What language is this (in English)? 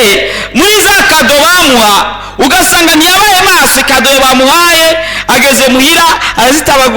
Rundi